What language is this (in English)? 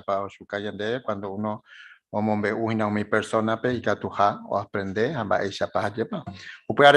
Guarani